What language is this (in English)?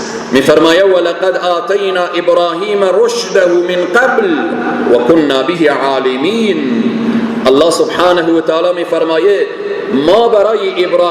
Persian